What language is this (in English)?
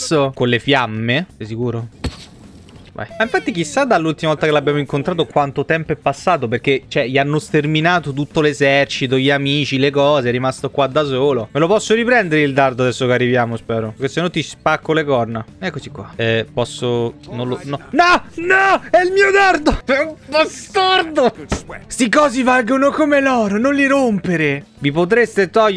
Italian